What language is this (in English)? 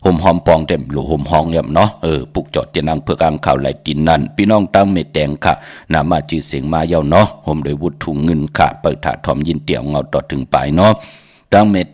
Shan